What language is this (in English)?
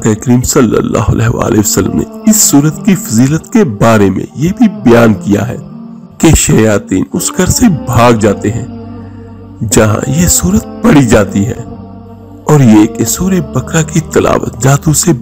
Urdu